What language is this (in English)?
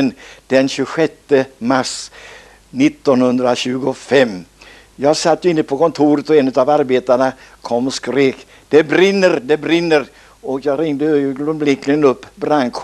Swedish